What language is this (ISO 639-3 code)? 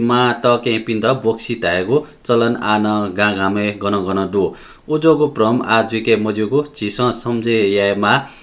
new